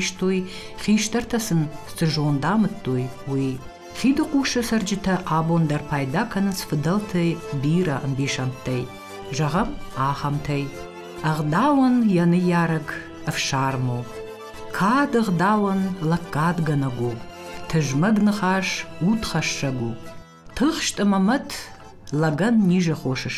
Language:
Ossetic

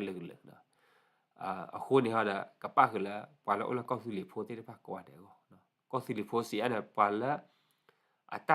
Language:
S'gaw Karen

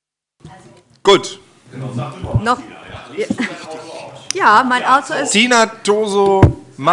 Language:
German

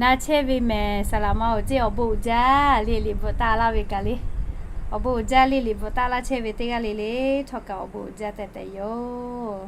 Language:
Lahu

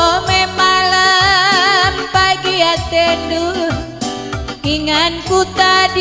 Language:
Batak Karo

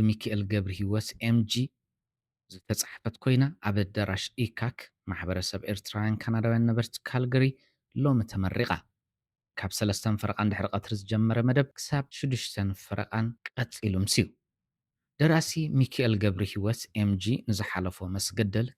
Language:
Tigrinya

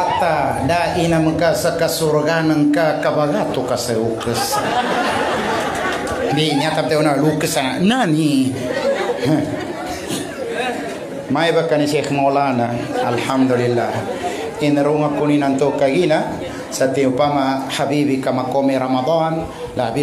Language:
Maguindanaon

